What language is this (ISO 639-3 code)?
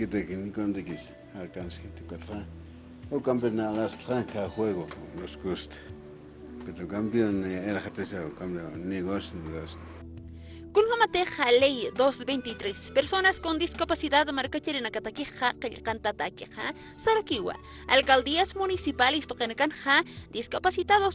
aym